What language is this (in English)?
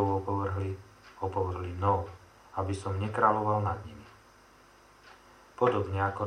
Slovak